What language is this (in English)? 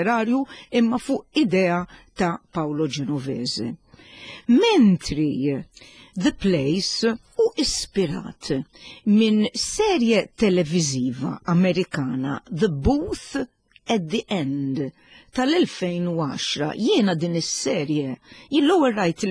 Maltese